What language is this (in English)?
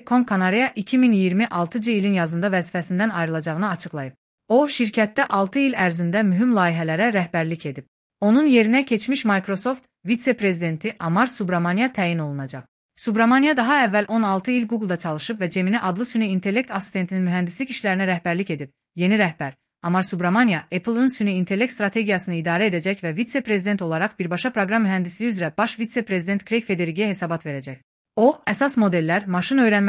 Azerbaijani